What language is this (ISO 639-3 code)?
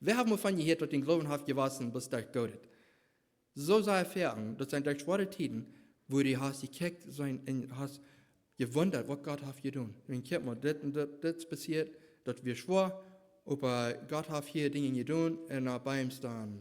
pdt